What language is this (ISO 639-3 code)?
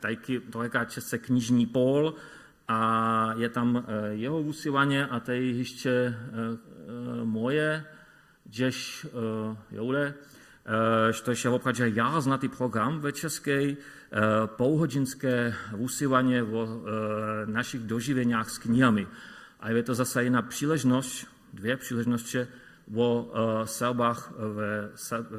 hsb